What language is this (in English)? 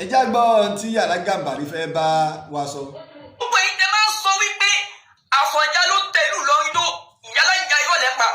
Yoruba